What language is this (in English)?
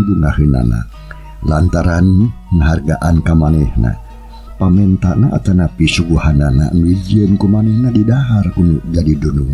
Sundanese